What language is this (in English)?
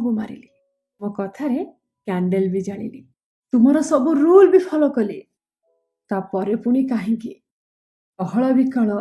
Odia